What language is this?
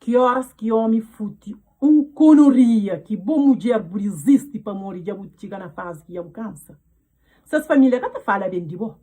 Kabuverdianu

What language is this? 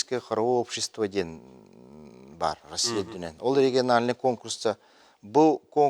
Yakut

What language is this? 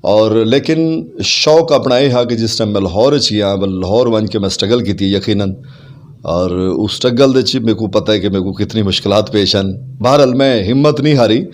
Saraiki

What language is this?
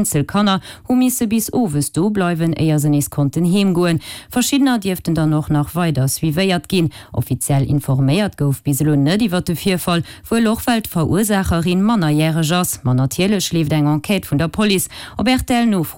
Luxembourgish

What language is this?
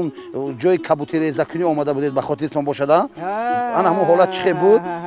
Tajik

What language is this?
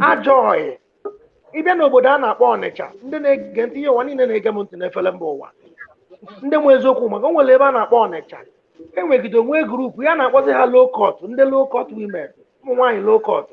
Igbo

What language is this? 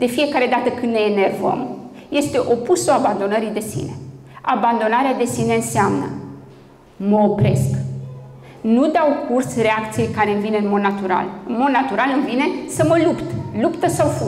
Romanian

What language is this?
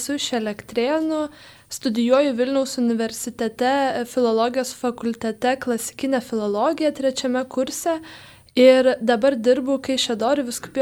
Lithuanian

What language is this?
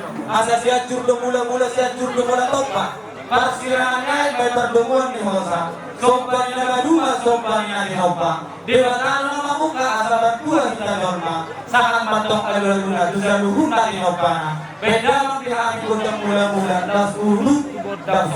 Batak Toba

